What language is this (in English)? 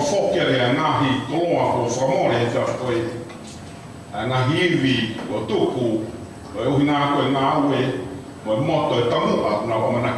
Tongan